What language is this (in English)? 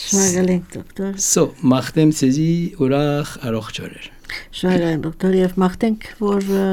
Armenian